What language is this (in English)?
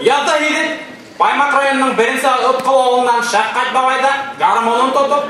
Bashkir